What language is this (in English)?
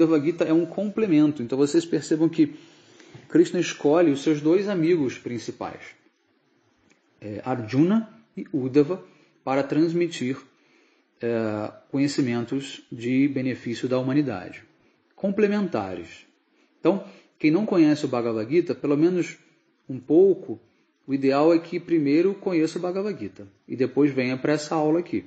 Portuguese